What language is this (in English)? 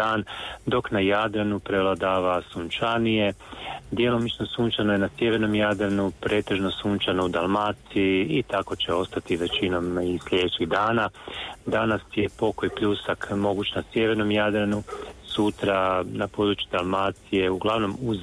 Croatian